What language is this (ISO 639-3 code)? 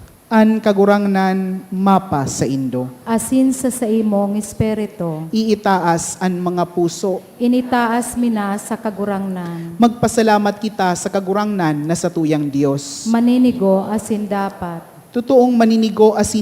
bik